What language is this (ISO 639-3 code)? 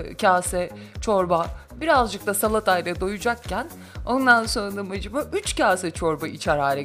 tur